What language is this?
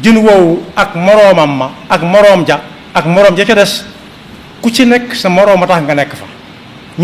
Wolof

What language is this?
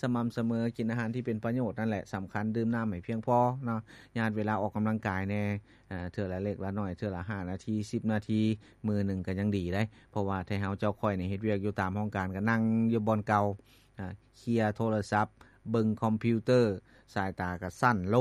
Lao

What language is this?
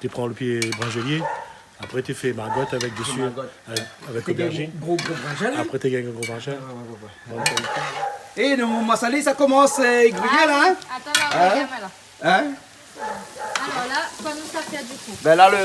Réunion Creole French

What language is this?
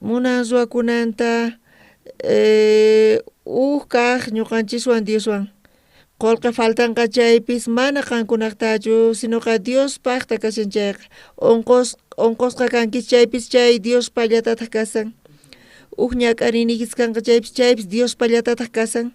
South Bolivian Quechua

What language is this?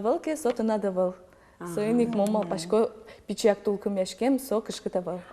Udmurt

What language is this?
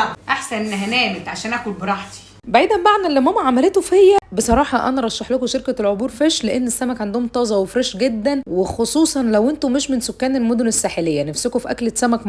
Egyptian Arabic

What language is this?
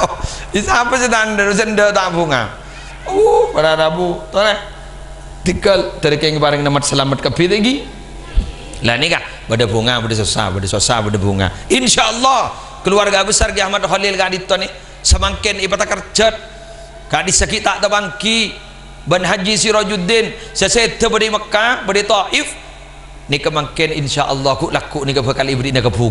Madurese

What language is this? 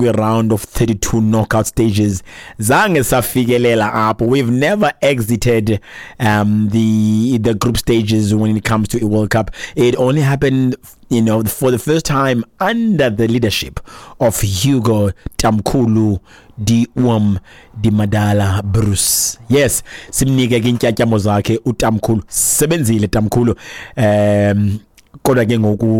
Xhosa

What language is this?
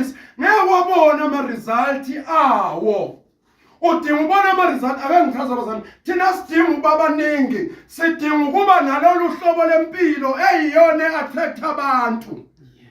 Zulu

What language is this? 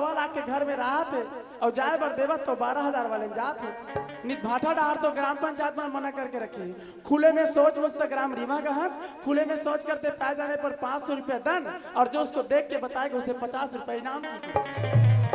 Chhattisgarhi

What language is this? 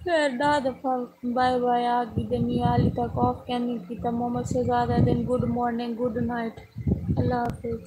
Saraiki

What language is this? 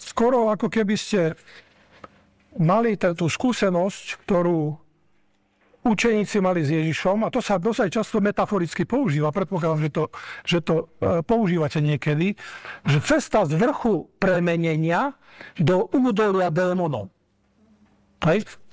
Slovak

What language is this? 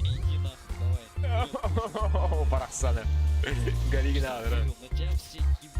Yakut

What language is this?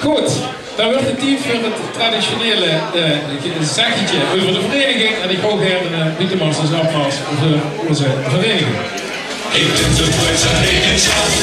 Limburgish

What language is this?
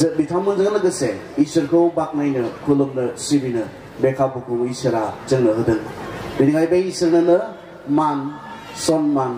Bodo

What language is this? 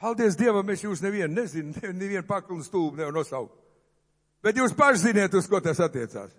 Latvian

